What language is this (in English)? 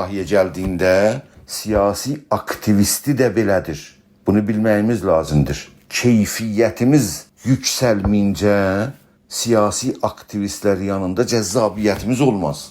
South Azerbaijani